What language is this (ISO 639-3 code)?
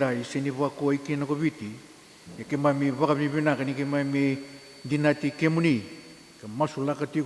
fij